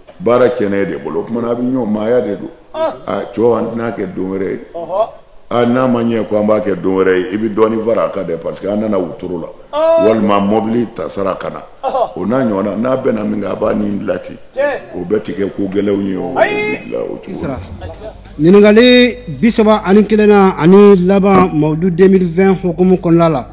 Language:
Bambara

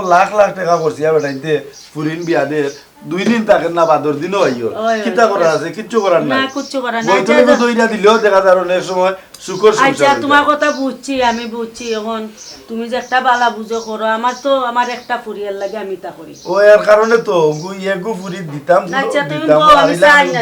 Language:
Sylheti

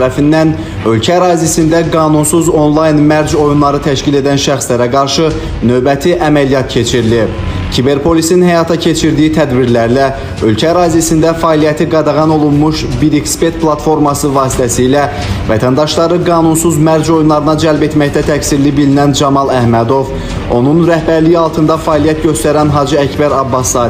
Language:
Azerbaijani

